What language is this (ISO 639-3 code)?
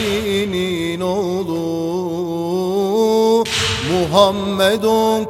tur